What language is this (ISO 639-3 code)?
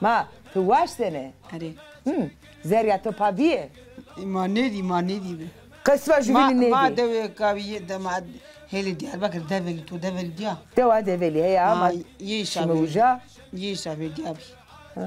zza